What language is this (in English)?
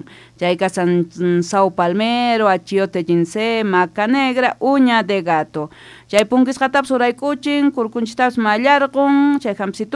South Bolivian Quechua